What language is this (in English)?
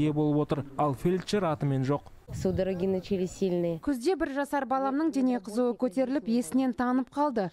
Kazakh